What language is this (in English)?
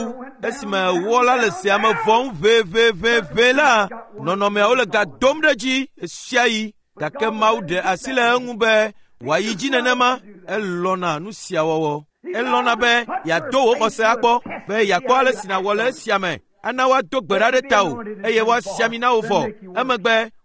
Ewe